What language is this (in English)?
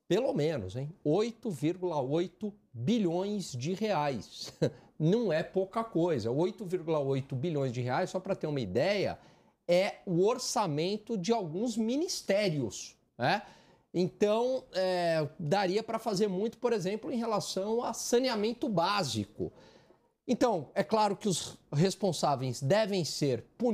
Portuguese